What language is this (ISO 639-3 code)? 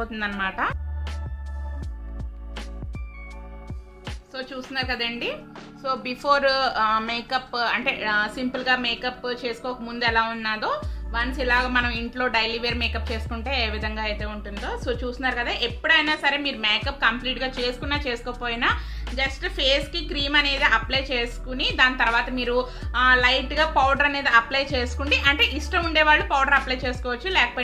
tel